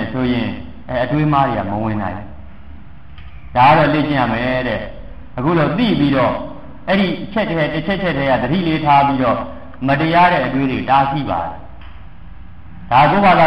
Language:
Burmese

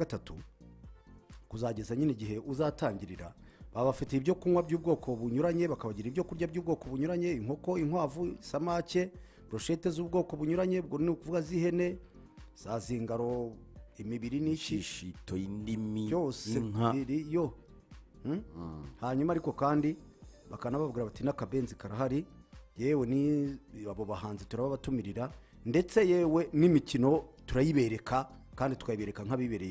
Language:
Kinyarwanda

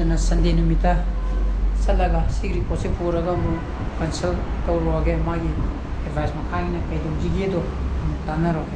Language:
Manipuri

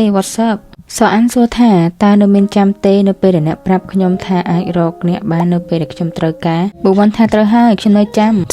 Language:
Khmer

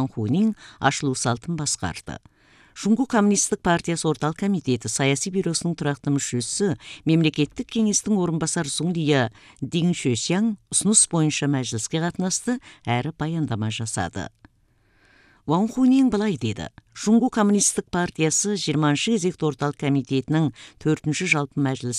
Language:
Kazakh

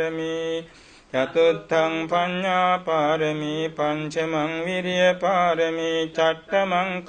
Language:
Pali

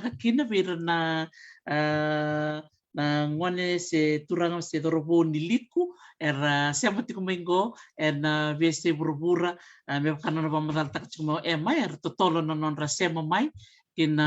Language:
Fijian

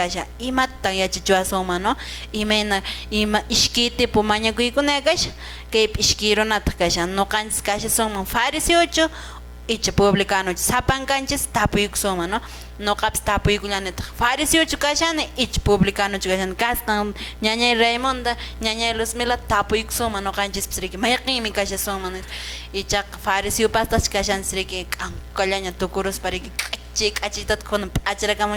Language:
Quechua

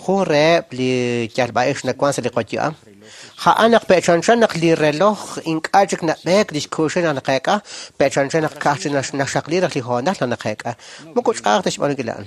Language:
Kekchí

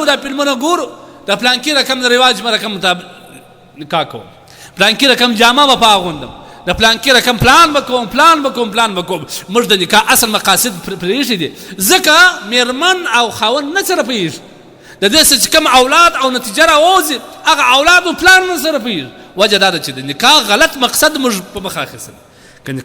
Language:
Pashto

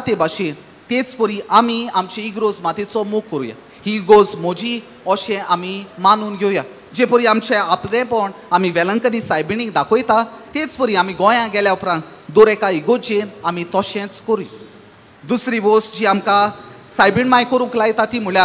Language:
Konkani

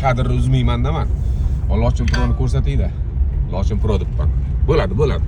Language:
Uzbek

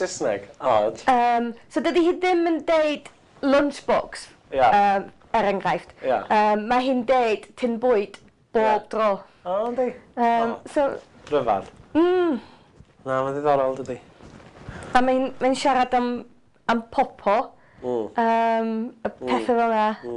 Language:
Welsh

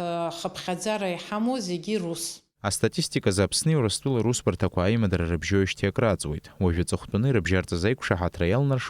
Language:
Abkhazian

